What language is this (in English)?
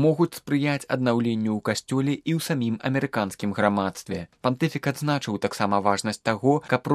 Belarusian